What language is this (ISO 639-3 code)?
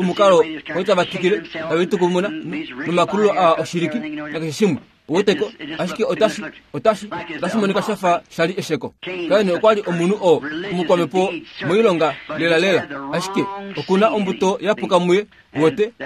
kua